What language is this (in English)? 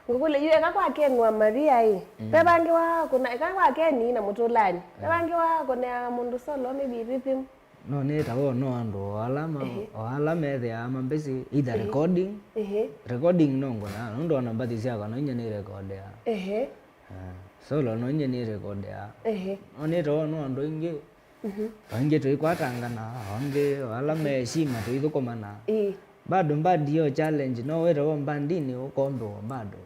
Kamba